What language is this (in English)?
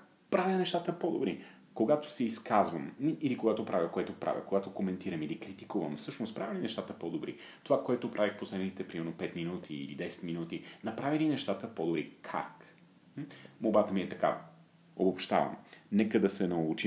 Bulgarian